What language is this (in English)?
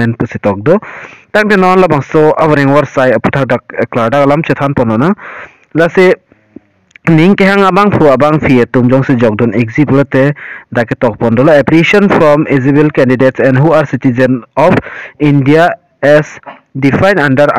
Karbi